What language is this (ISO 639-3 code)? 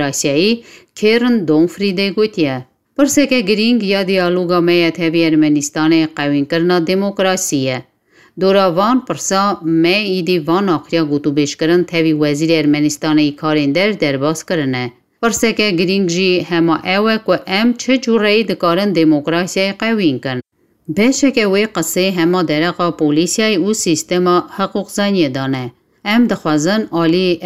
kur